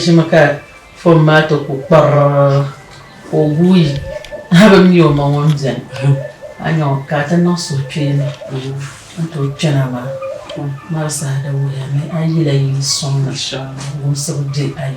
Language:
Dagbani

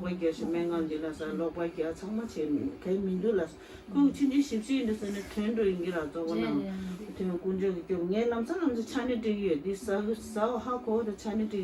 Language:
Tibetan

